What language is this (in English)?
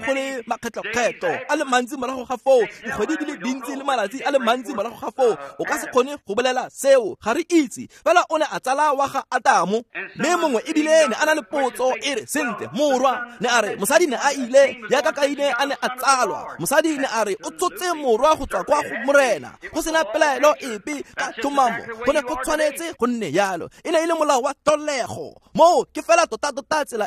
Tswana